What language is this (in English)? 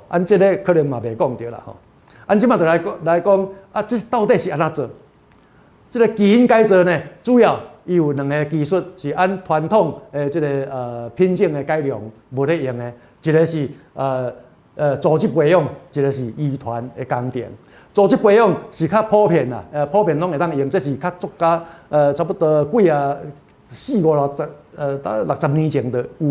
Min Nan Chinese